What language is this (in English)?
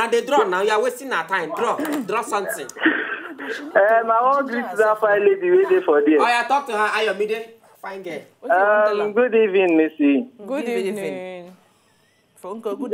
Nigerian Pidgin